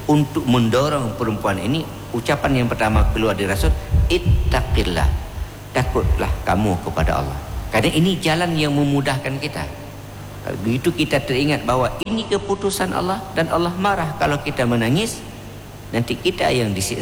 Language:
Indonesian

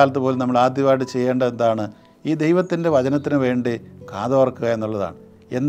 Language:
Malayalam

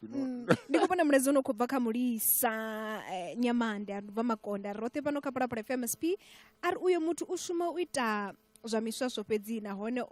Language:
Venda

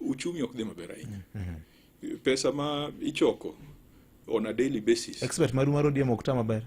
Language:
Luo (Kenya and Tanzania)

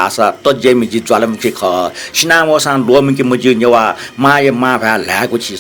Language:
Newari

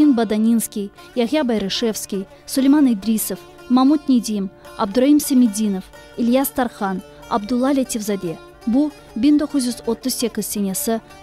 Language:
Crimean Tatar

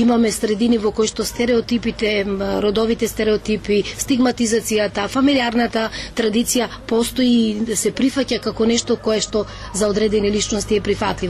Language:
Macedonian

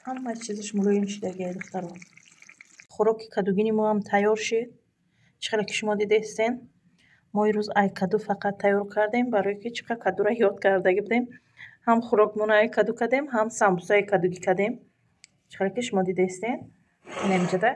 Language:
Tajik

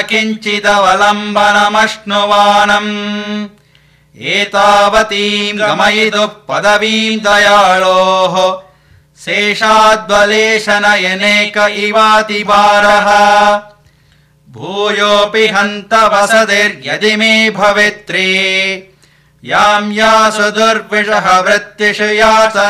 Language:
Sanskrit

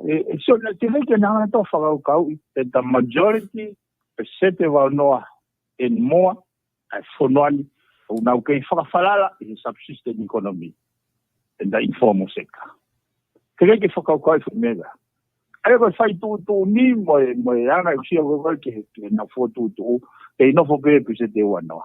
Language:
Tongan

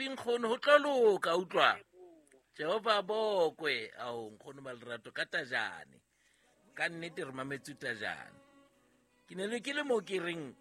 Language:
Southern Sotho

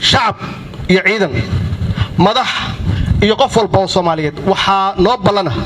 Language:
Somali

